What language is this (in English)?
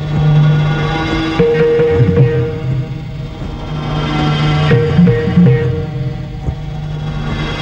Telugu